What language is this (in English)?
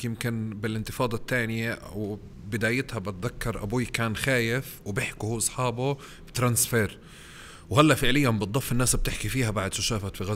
North Levantine Arabic